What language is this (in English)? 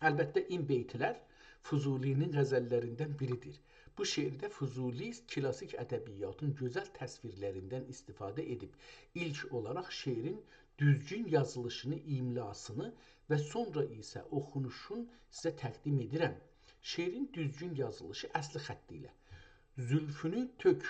South Azerbaijani